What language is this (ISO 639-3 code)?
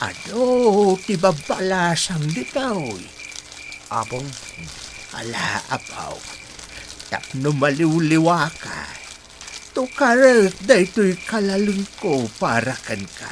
ilo